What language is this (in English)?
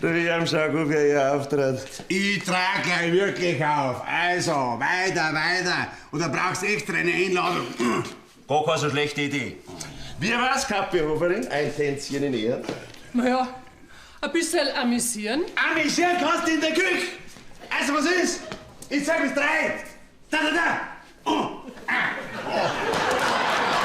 Bavarian